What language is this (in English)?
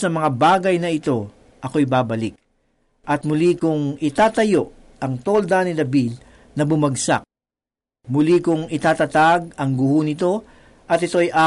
Filipino